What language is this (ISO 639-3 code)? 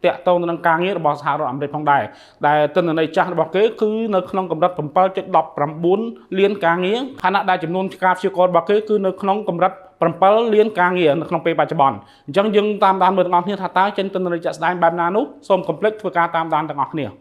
khm